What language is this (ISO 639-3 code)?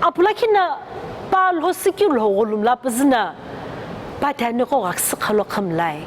nsm